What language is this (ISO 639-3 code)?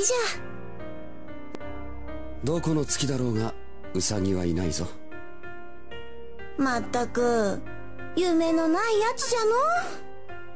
jpn